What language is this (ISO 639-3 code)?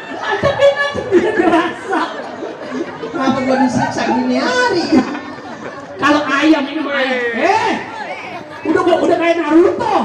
bew